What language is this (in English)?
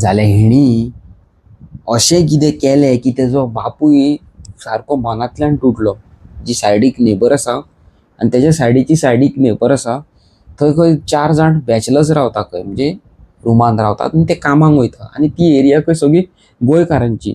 Konkani